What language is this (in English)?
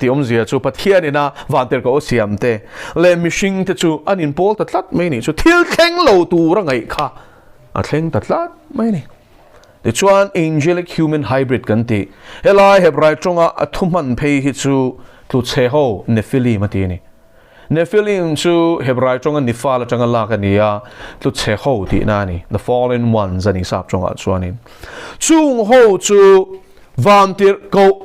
Mizo